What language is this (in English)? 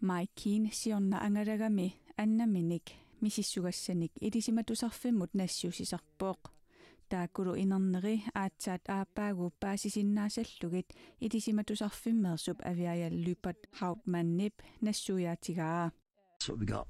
Kalaallisut